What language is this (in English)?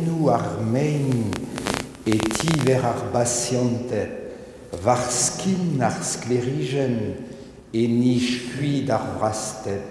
Breton